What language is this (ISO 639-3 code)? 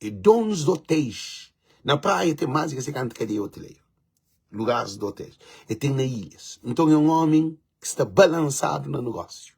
kea